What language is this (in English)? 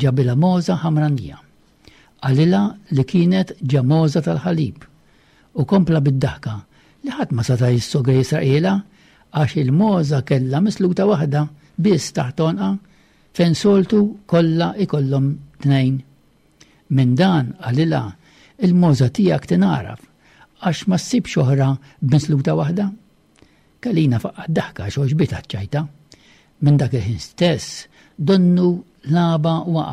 Maltese